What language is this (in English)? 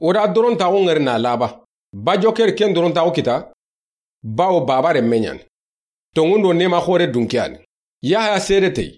Soninke